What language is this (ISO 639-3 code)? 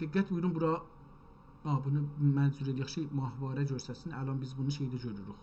azb